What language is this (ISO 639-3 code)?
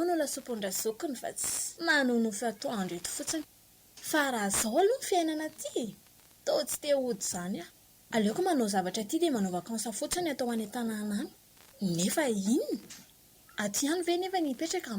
mlg